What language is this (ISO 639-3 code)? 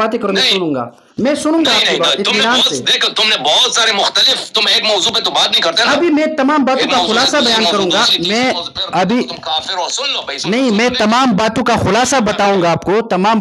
urd